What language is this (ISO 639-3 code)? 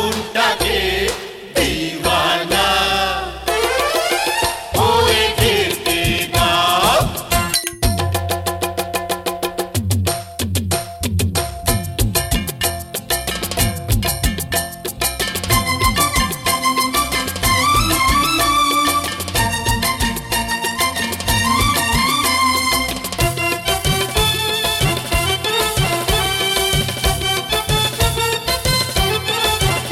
ben